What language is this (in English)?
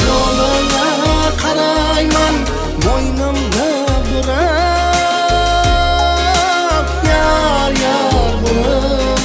Kara-Kalpak